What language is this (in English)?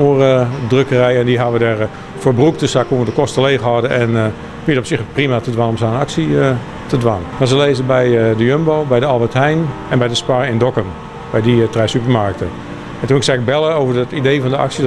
Western Frisian